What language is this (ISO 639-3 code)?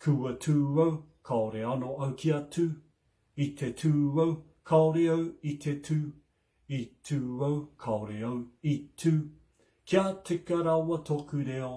mri